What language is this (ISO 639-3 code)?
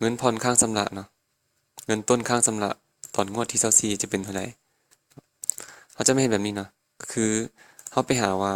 lao